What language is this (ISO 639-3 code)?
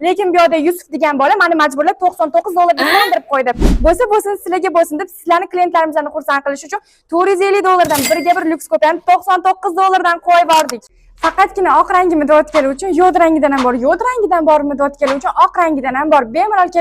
uzb